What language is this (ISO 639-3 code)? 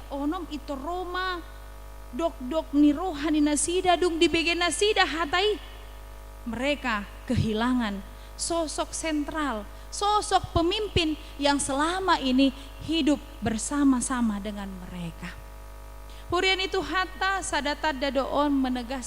bbc